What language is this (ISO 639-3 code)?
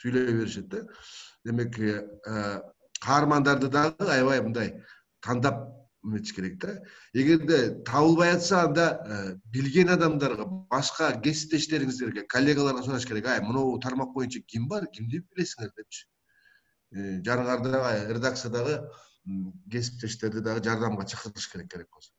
kir